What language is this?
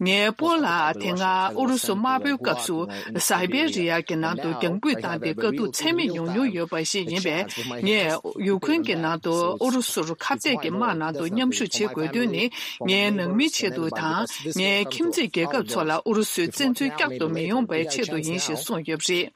Tibetan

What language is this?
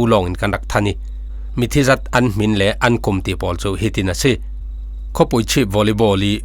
Falam Chin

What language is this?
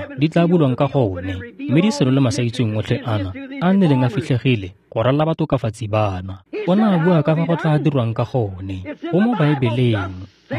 Tswana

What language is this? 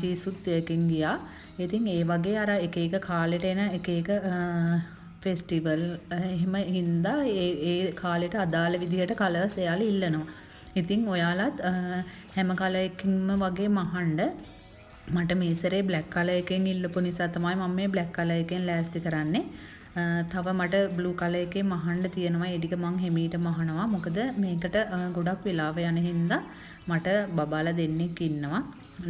Sinhala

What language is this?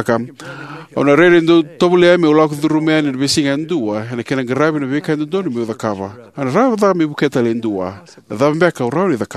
Fijian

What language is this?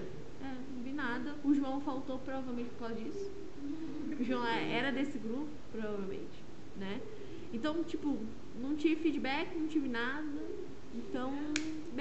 Portuguese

